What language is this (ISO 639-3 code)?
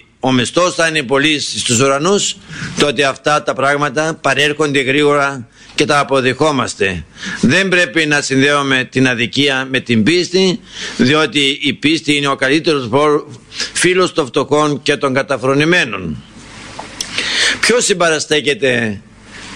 ell